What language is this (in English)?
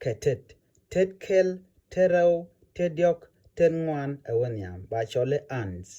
Nuer